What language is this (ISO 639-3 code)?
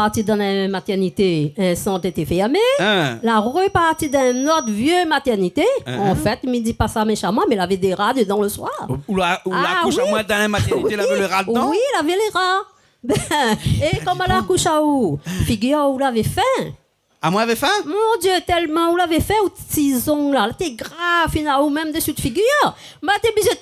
rcf